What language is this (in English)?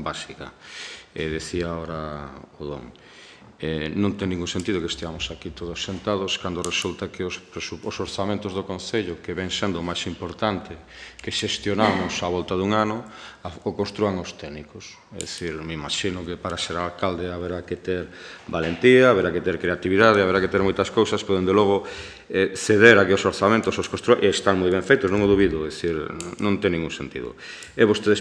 Galician